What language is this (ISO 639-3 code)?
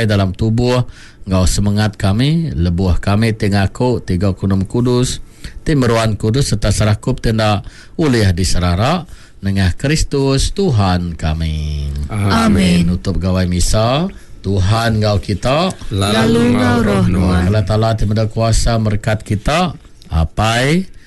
iba